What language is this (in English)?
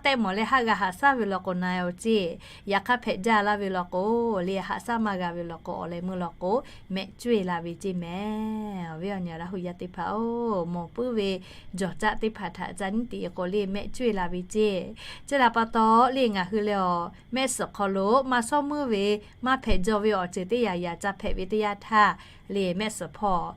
Lahu